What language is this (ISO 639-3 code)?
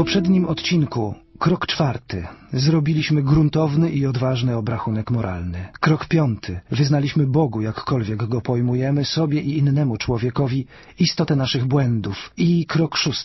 pol